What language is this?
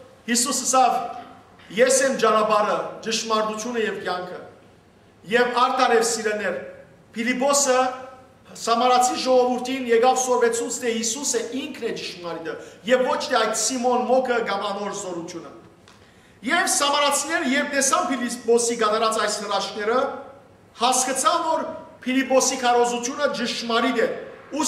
Western Armenian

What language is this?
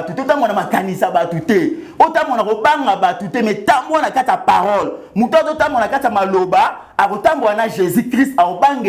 Lingala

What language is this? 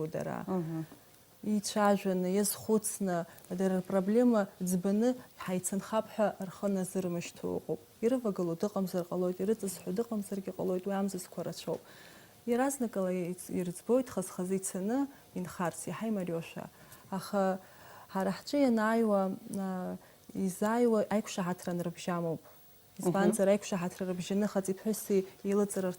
Abkhazian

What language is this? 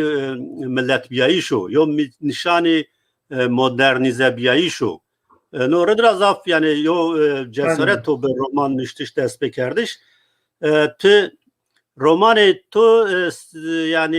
Zaza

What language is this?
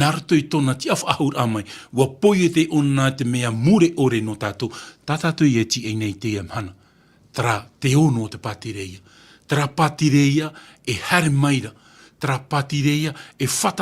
Tahitian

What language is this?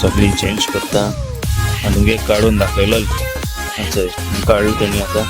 Konkani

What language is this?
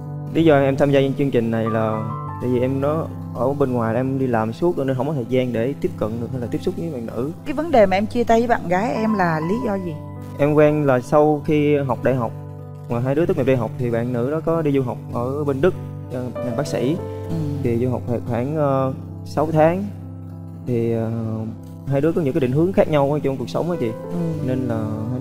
Vietnamese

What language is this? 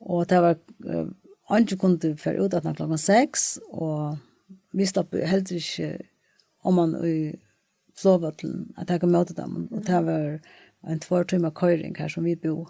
Faroese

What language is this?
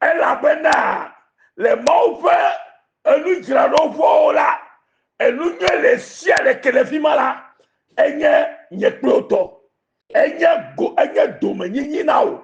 Ewe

